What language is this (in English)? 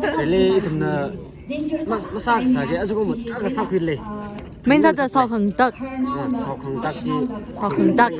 Tangkhul Naga (India)